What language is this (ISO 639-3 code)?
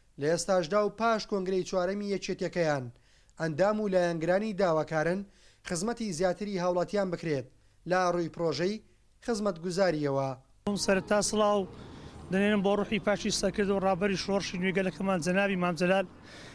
ckb